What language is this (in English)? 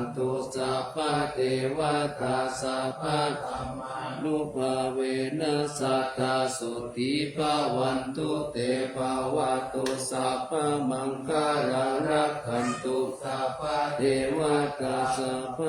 Pali